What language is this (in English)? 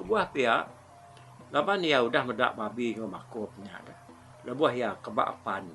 Iban